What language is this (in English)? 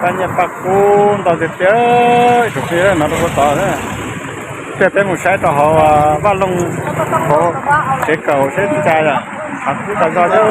Hmong